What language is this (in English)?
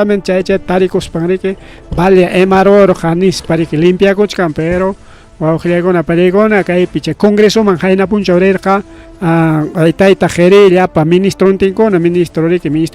Ayacucho Quechua